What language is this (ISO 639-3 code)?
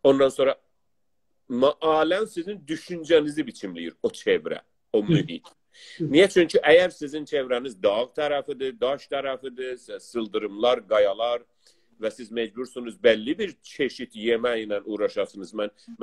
azb